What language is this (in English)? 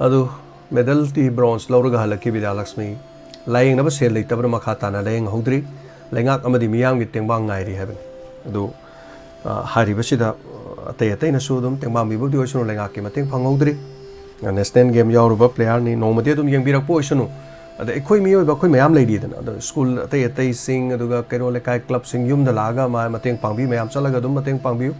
Manipuri